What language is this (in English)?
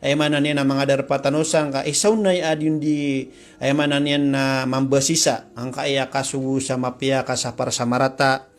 Maranao